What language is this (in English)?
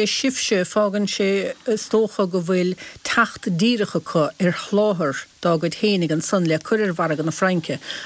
Irish